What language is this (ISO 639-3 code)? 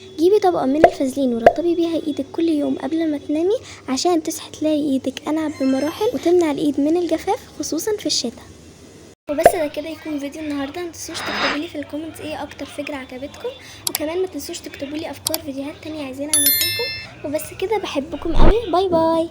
arz